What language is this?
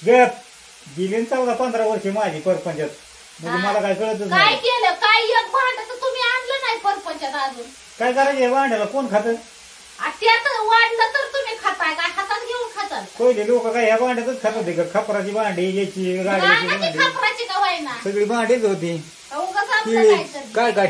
Marathi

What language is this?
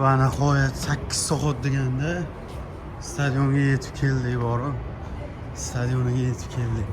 Uzbek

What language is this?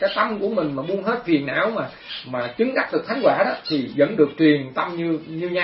Vietnamese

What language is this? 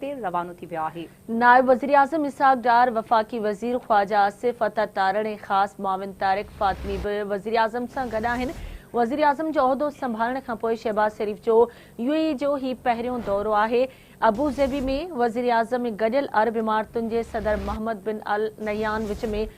Sindhi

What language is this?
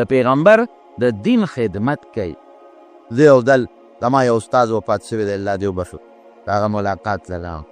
Pashto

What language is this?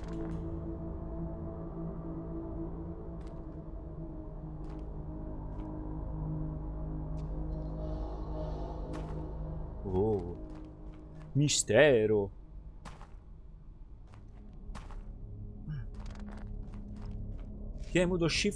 Italian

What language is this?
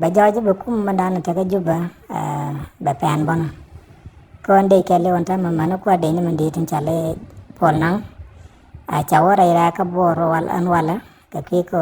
Nuer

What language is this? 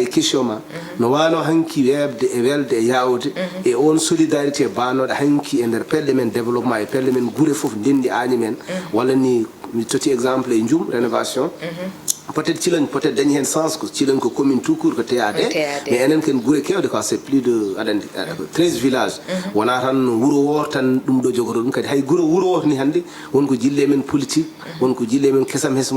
Fula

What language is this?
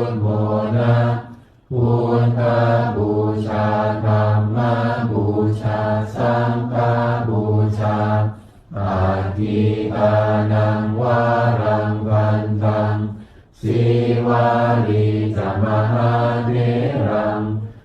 Pali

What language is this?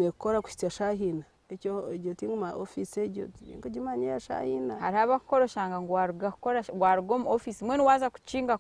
Nyankole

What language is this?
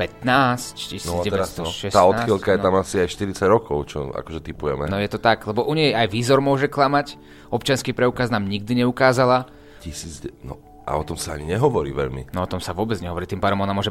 Slovak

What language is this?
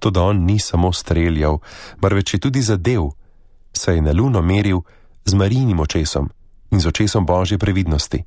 Slovenian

